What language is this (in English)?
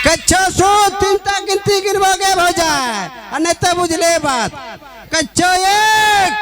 Maithili